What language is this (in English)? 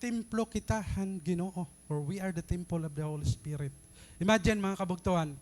Waray